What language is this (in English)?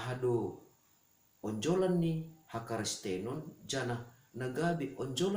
Batak Simalungun